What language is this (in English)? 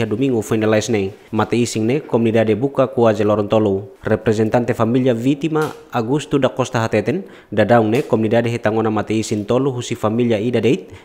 Tetum